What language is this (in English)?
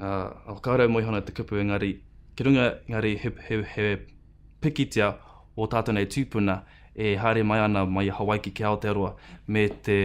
Māori